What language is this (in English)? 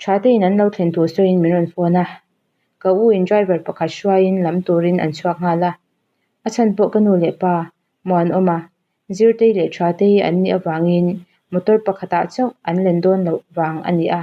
Mizo